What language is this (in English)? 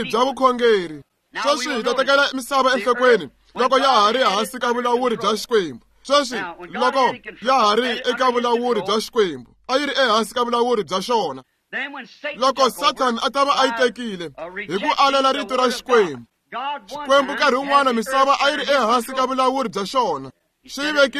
Tsonga